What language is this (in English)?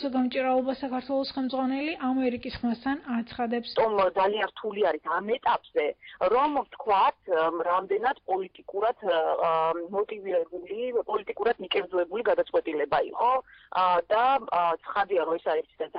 Georgian